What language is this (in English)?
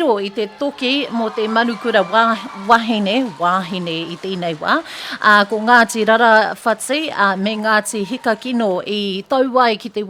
Māori